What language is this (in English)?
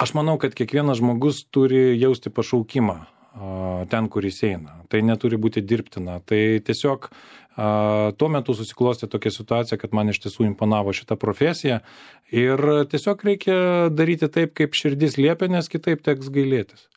Lithuanian